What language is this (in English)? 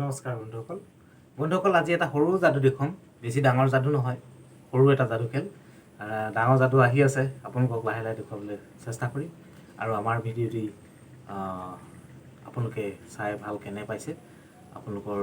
Assamese